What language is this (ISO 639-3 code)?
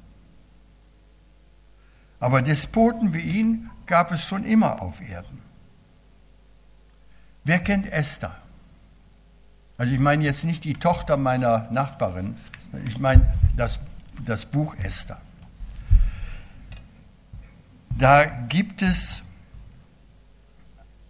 deu